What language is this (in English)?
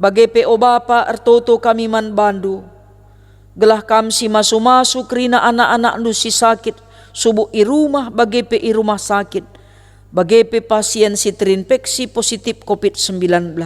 Batak Karo